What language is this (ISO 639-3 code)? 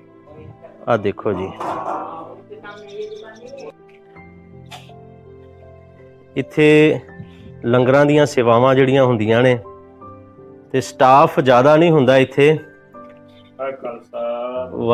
pan